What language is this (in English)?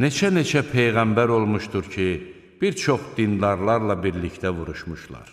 Azerbaijani